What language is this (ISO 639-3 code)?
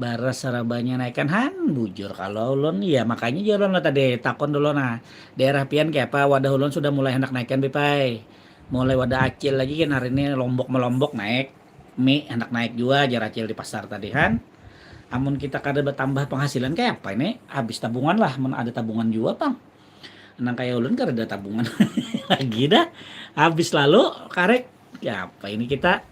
bjn